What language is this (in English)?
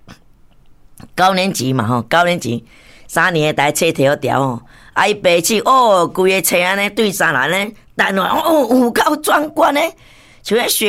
Min Nan Chinese